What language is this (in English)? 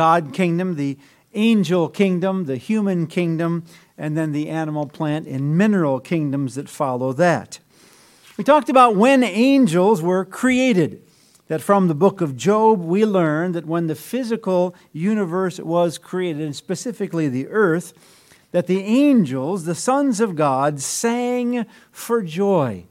English